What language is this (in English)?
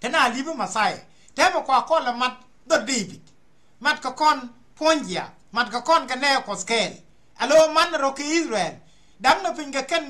Nuer